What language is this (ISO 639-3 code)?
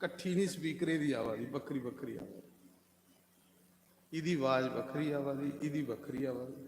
doi